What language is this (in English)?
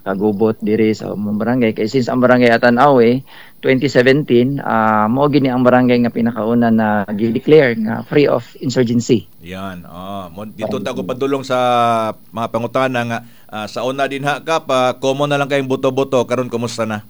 Cebuano